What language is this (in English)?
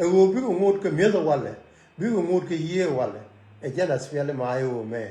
Nuer